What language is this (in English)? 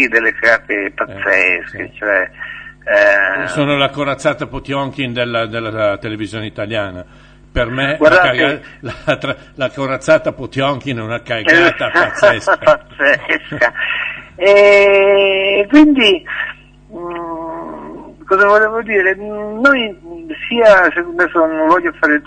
Italian